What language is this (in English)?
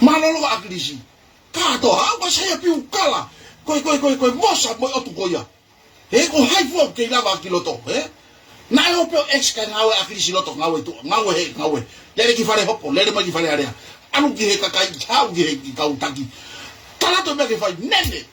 Tongan